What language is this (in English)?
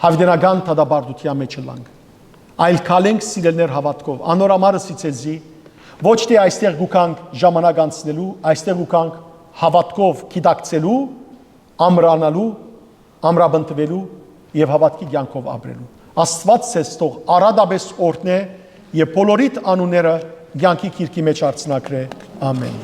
Western Armenian